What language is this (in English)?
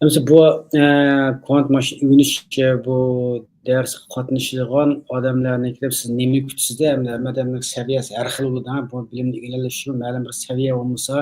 Uyghur